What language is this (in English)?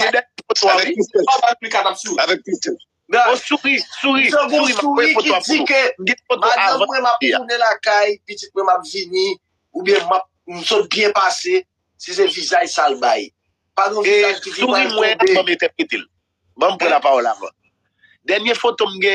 Haitian Creole